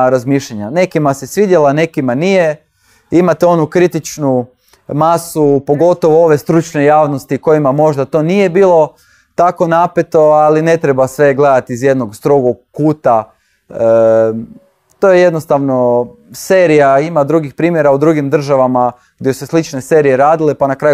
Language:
Croatian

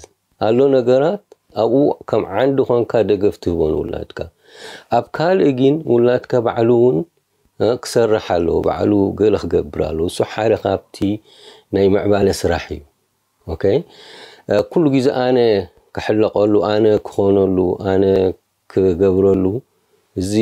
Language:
Tigrinya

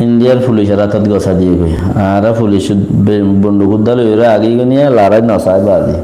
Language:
Rohingya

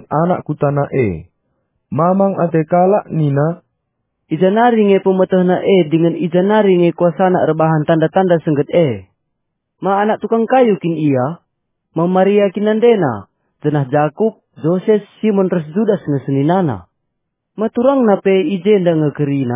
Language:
Batak Karo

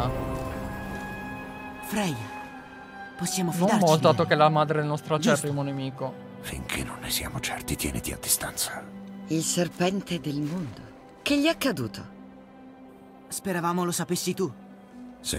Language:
Italian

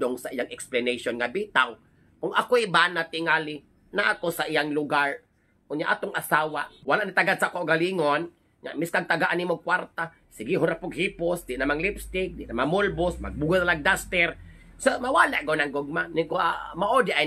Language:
Cebuano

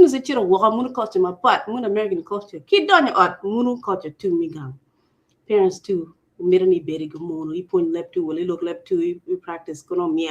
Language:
Acoli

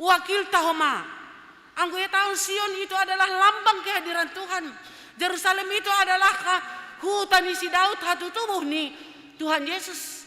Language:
Batak Simalungun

